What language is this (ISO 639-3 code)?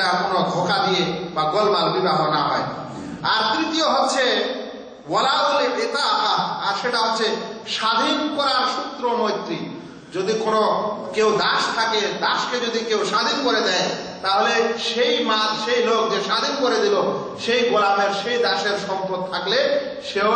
ben